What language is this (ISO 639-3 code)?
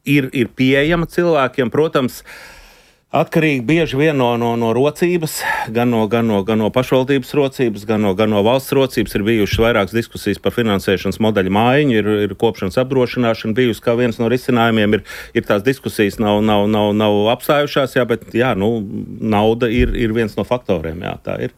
lav